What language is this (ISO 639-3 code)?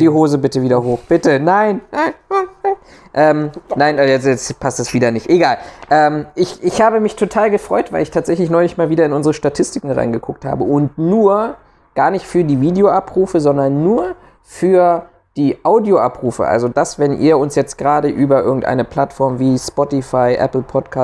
deu